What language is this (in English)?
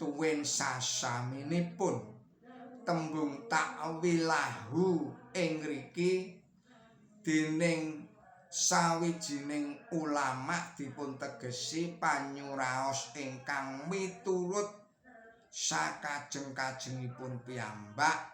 Javanese